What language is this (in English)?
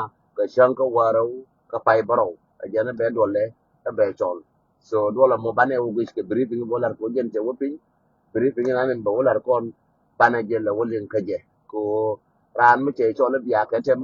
Nuer